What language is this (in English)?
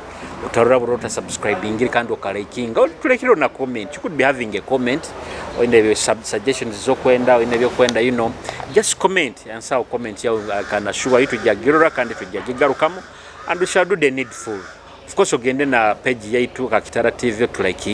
Nyoro